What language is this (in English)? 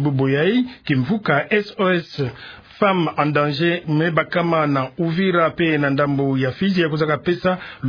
Kituba (Democratic Republic of Congo)